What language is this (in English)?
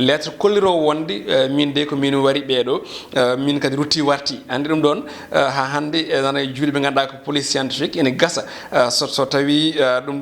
Fula